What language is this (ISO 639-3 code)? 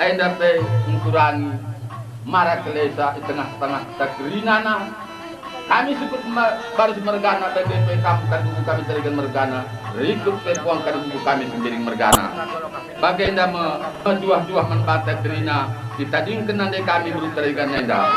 btx